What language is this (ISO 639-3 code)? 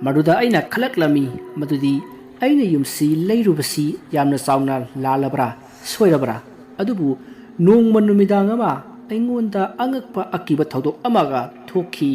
mni